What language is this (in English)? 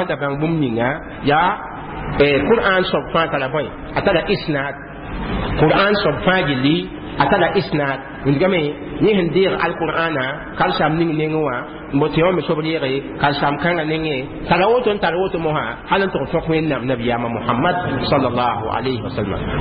Mossi